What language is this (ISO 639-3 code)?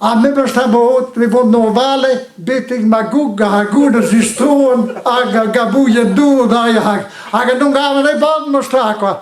bre